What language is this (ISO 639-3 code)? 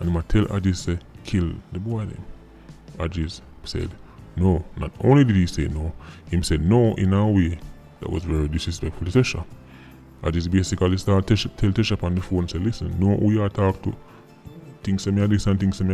jam